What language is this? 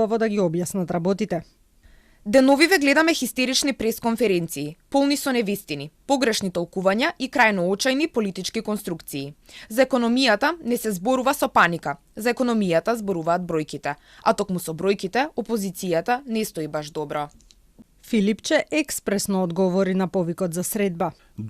Macedonian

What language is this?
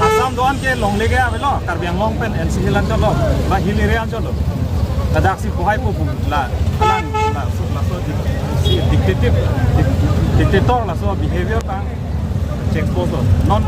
Karbi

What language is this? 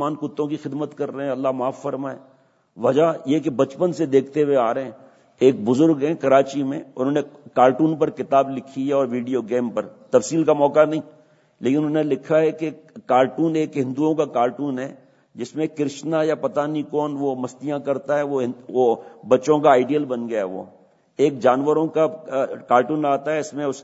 Urdu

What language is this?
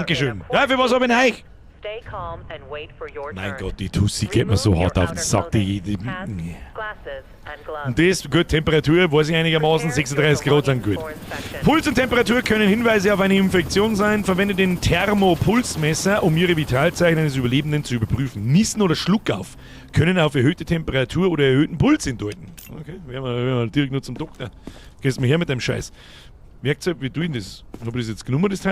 Bavarian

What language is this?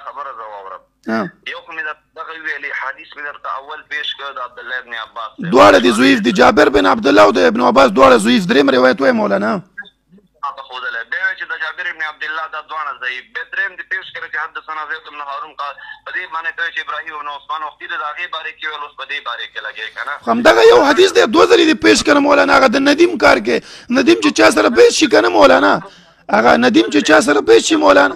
Pashto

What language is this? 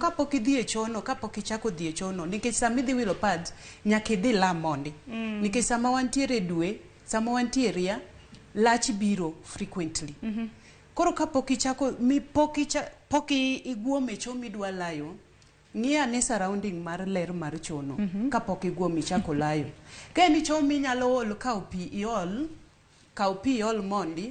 Luo (Kenya and Tanzania)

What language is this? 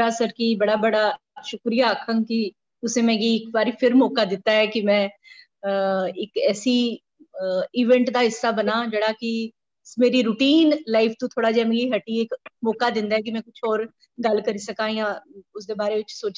Dogri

